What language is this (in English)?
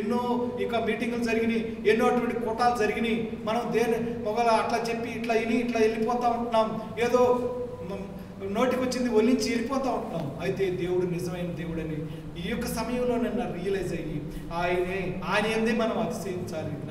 Telugu